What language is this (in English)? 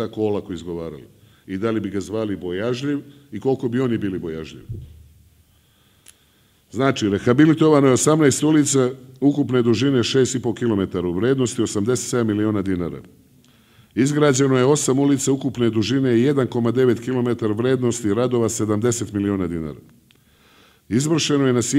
Serbian